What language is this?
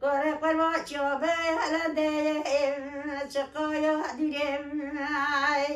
Kurdish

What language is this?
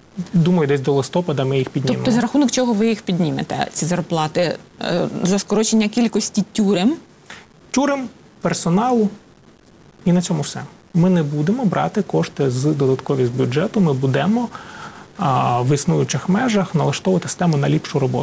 Ukrainian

